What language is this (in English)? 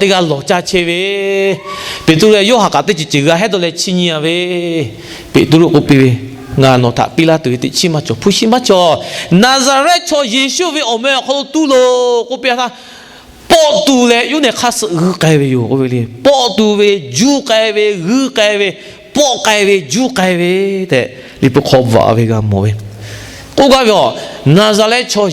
Lahu